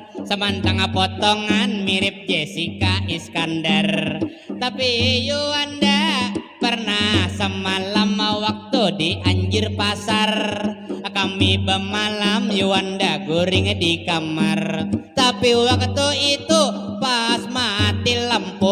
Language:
Banjar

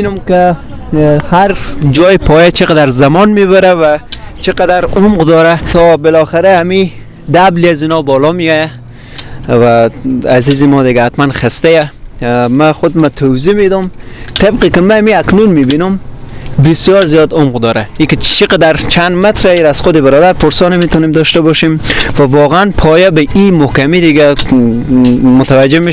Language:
Persian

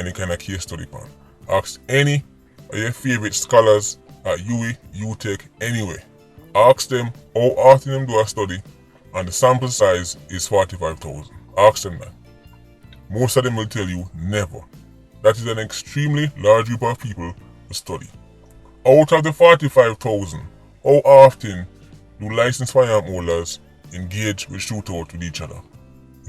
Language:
Jamaican Creole English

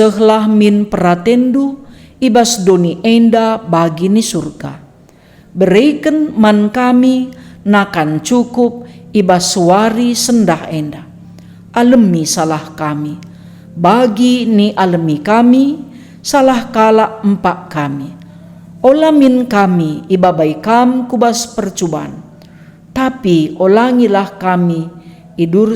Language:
Batak Karo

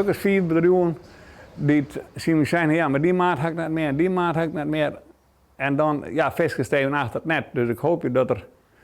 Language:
Western Frisian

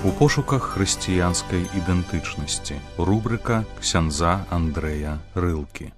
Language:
Belarusian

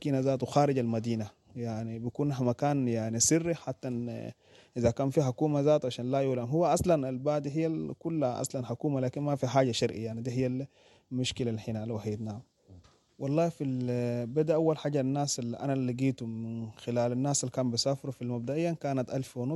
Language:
Sudanese Arabic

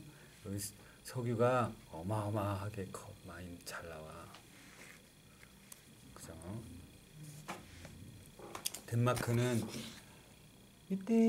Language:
Korean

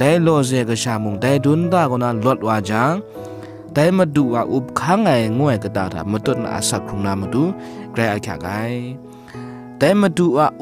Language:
Kachin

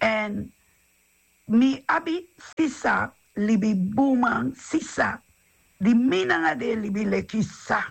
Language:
Sranan Tongo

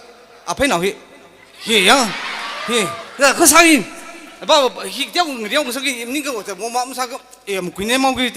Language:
Tangkhul Naga (India)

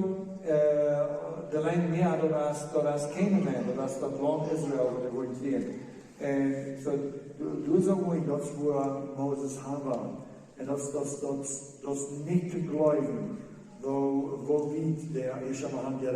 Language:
Plautdietsch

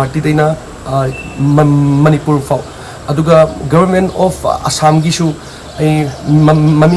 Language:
Manipuri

